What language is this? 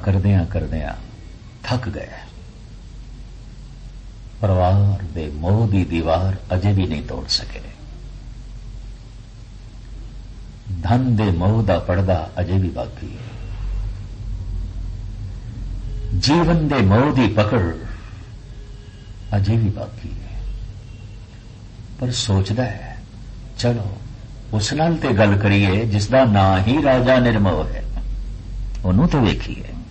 Punjabi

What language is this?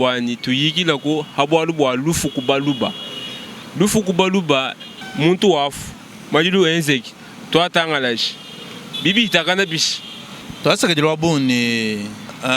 Luba-Lulua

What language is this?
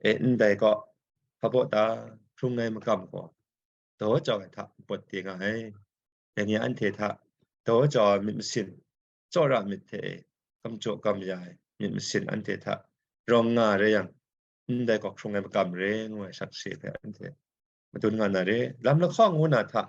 Kachin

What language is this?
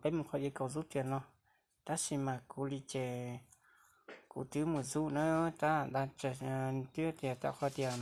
Hmong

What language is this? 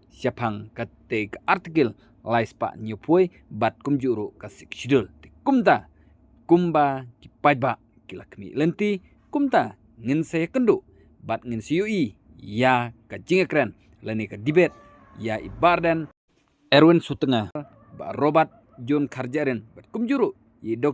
Khasi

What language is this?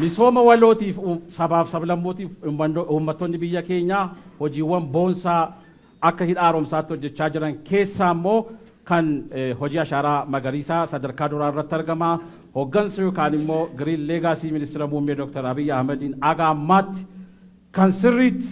Oromo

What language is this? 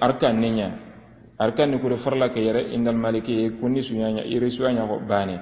Soninke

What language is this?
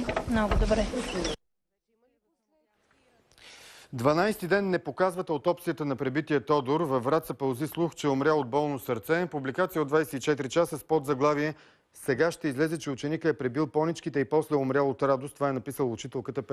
Bulgarian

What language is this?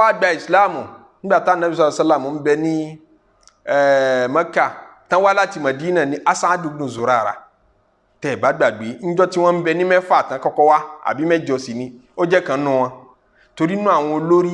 Yoruba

